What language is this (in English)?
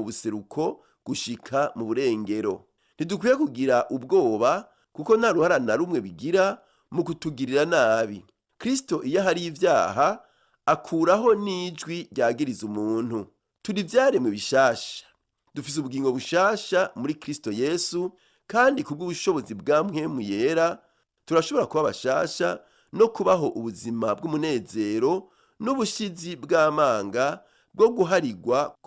Rundi